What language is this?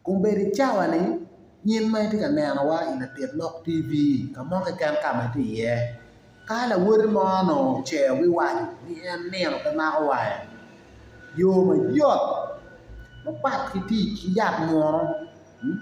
Acoli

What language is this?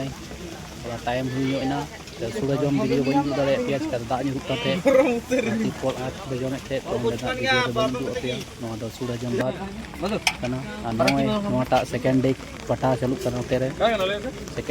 Santali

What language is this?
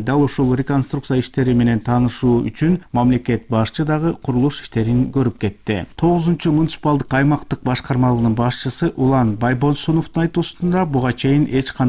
Kyrgyz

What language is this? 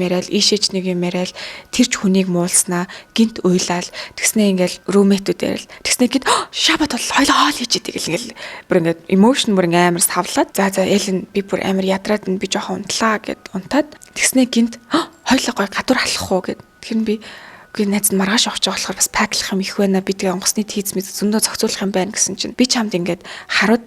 Mongolian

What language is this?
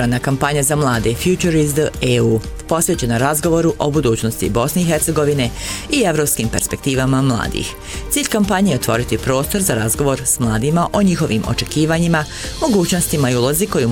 Bosnian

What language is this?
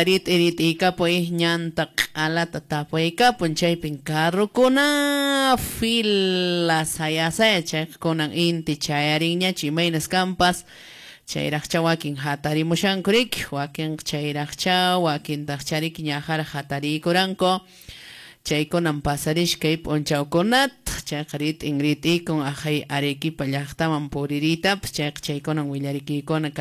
Quechua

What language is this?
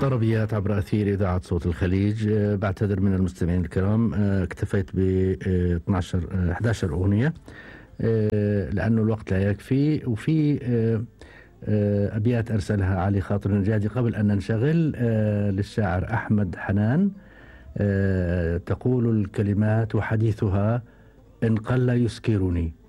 Gulf Arabic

